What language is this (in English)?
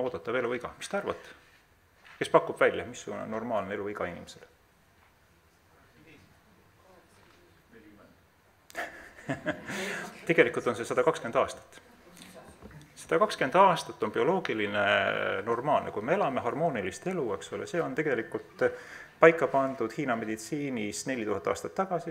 Estonian